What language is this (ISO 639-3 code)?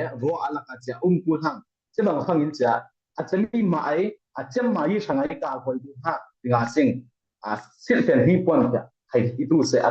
cfm